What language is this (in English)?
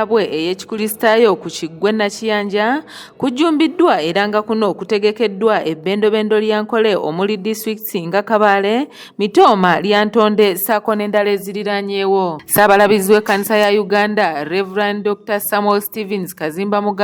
Ganda